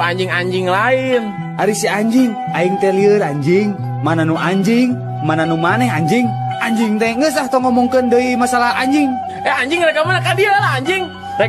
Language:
Sundanese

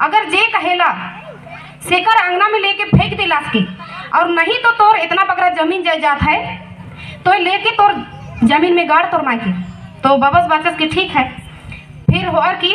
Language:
Kurukh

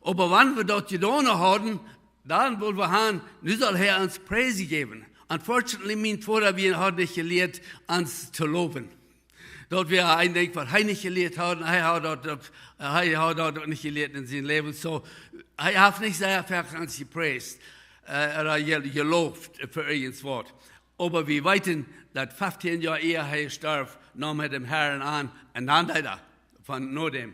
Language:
Plautdietsch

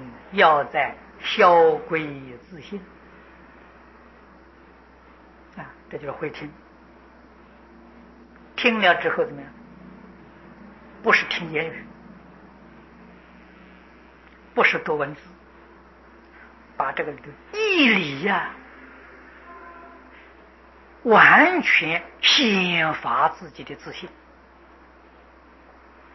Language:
Chinese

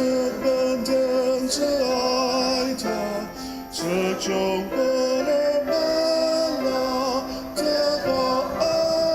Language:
Ao Naga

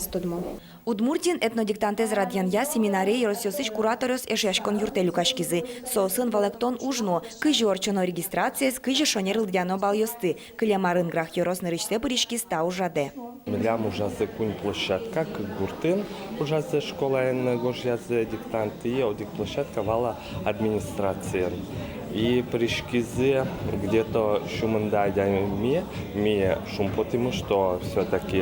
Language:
Udmurt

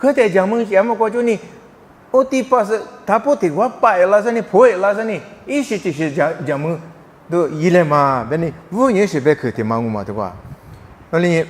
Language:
Lisu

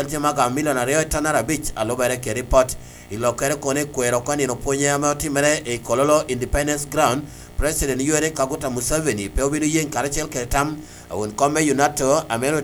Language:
Lango (Uganda)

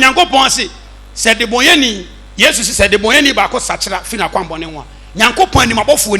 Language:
Akan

